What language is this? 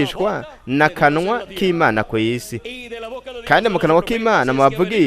Rundi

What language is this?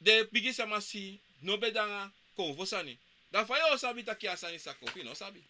Sranan Tongo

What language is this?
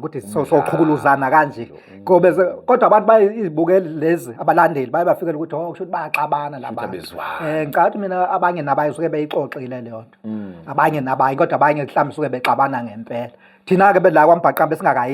Zulu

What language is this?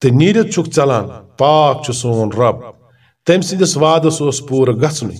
Kashmiri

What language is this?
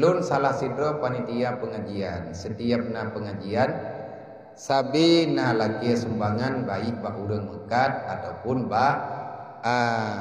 Achinese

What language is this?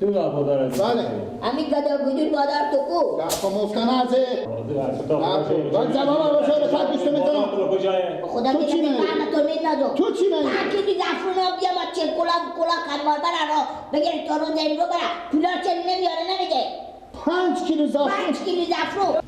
Persian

